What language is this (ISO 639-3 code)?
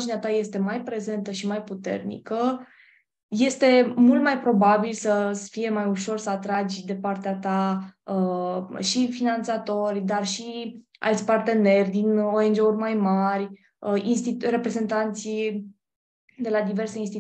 ron